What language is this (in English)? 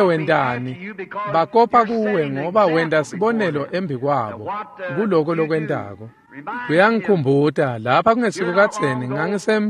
Swati